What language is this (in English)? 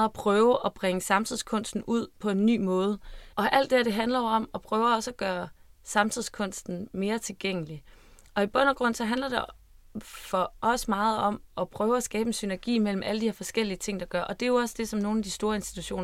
Danish